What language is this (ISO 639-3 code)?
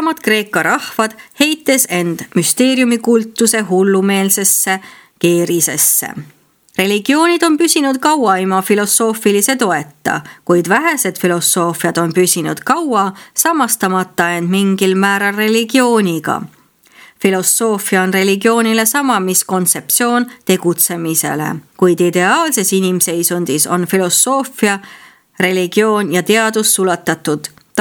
est